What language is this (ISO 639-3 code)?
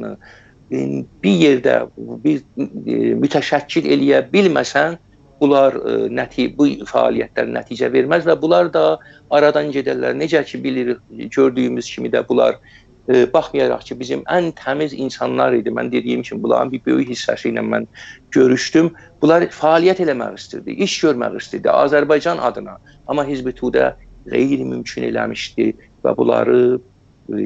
azb